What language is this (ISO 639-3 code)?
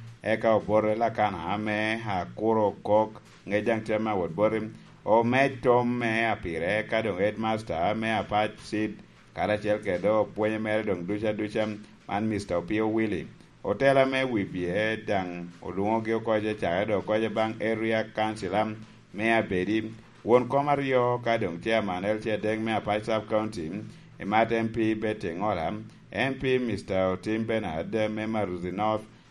laj